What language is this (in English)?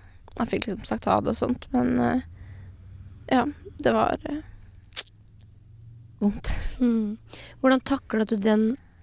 Norwegian